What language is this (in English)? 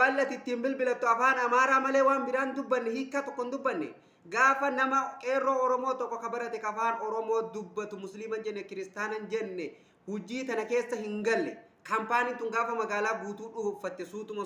Oromo